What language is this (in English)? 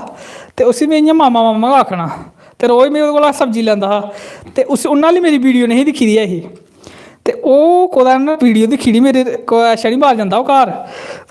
Dogri